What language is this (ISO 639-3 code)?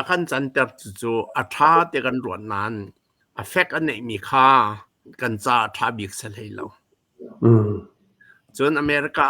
cnh